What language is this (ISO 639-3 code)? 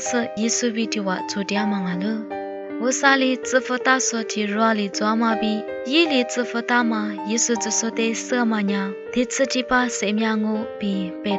lis